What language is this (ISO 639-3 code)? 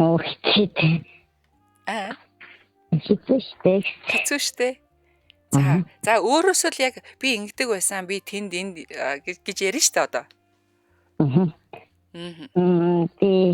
mon